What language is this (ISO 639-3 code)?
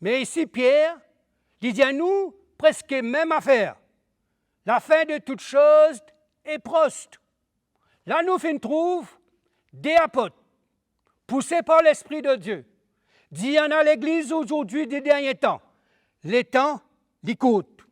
mfe